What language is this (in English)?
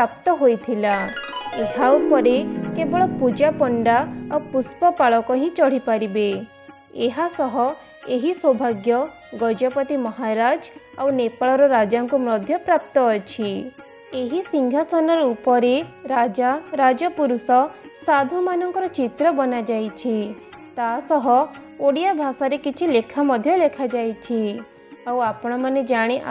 Odia